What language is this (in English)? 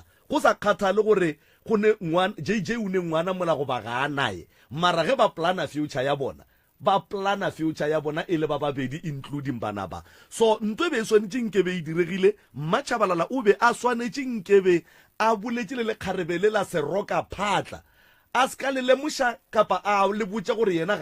Northern Sotho